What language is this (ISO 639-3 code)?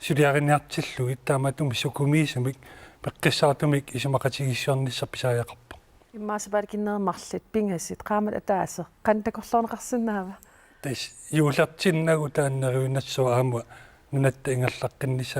kal